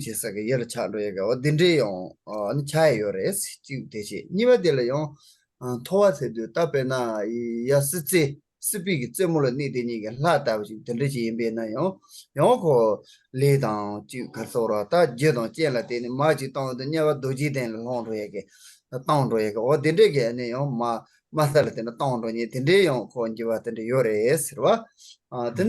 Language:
Tibetan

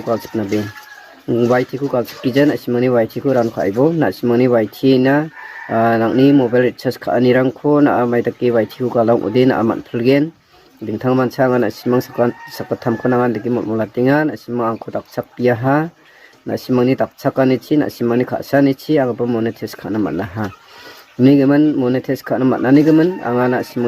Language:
Garo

